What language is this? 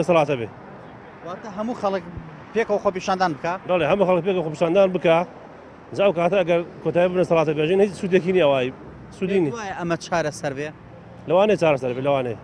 Central Kurdish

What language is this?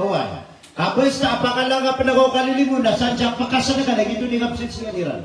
Maranao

